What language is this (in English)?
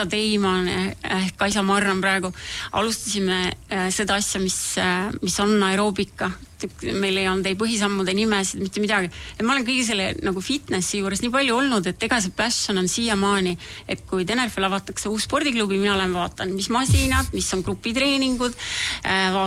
Estonian